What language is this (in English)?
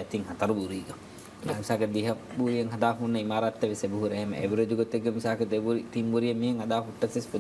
Divehi